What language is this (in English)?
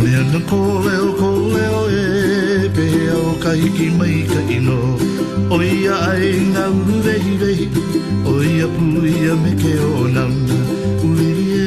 Hawaiian